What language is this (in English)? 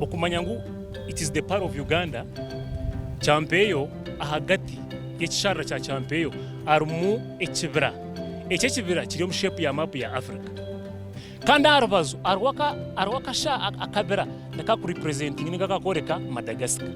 Nyankole